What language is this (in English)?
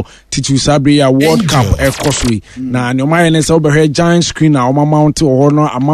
Akan